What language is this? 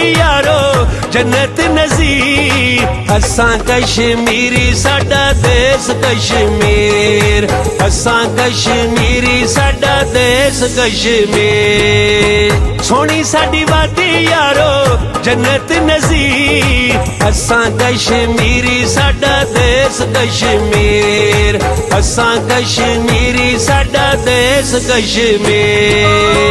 Pahari-Potwari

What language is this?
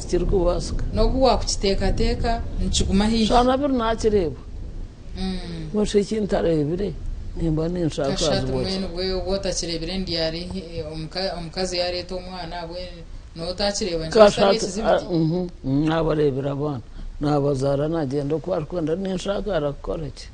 Nyankole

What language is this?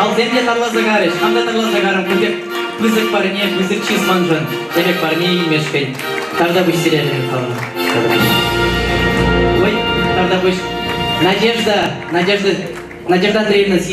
Chuvash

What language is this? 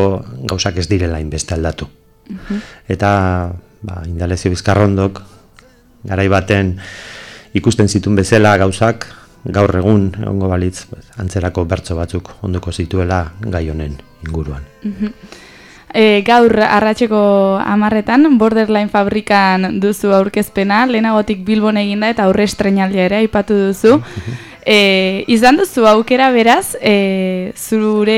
Basque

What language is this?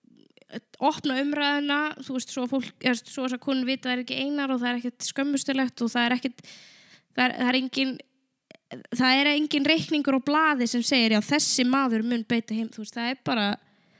Icelandic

